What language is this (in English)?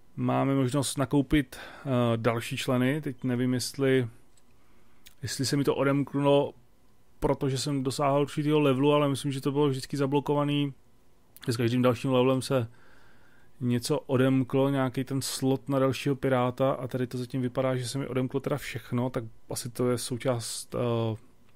Czech